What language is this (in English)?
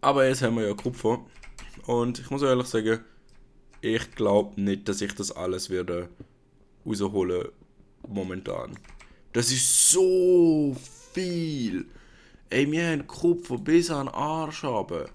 Swiss German